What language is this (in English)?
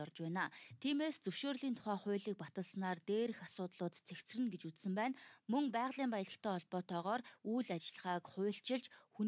Mongolian